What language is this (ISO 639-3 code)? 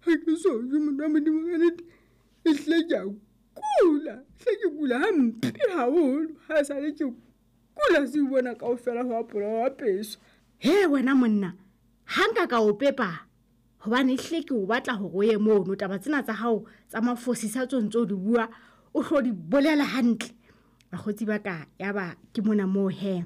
sot